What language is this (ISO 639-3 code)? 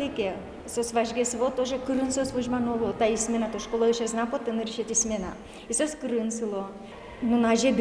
udm